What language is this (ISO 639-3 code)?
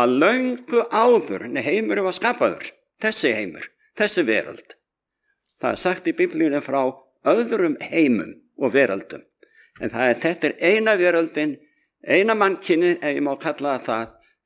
isl